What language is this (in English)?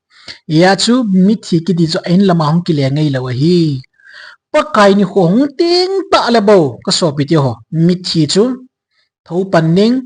Thado Chin